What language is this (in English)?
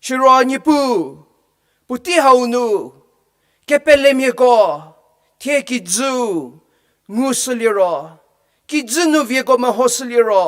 Angami Naga